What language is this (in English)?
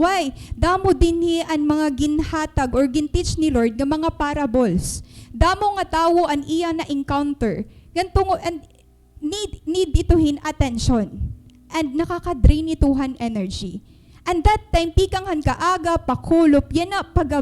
Waray